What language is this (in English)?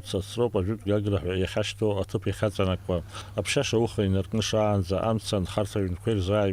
Abkhazian